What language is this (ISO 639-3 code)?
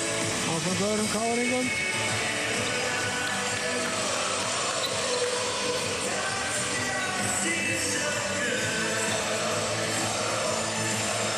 isl